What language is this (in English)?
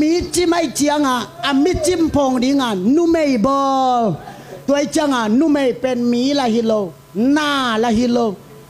Tedim Chin